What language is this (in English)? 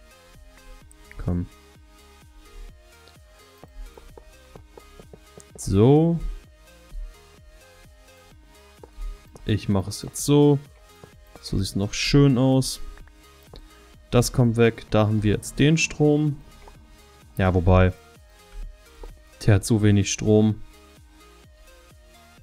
German